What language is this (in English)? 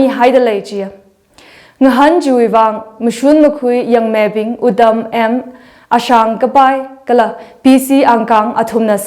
Tangkhul Naga (India)